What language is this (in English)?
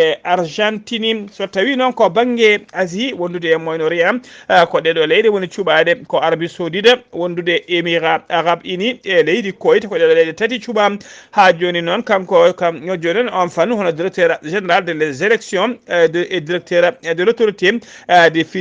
Fula